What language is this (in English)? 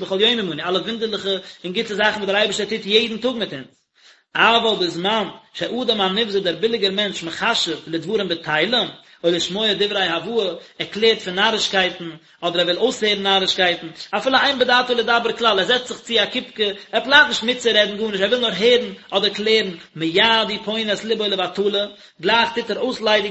Yiddish